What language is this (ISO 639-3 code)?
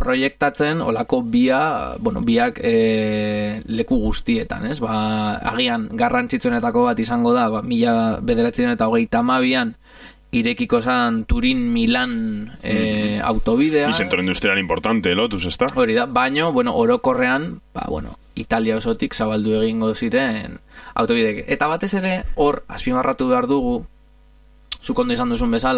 eus